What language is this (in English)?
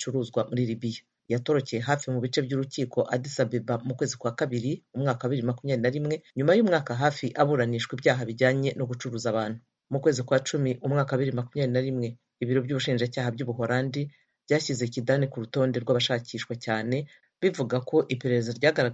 Kinyarwanda